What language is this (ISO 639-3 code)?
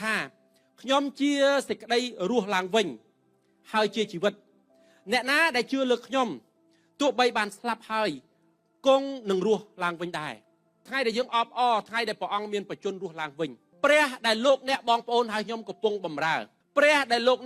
khm